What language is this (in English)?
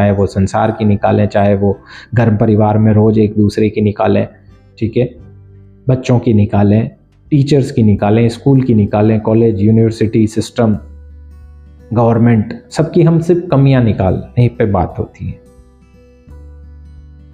Hindi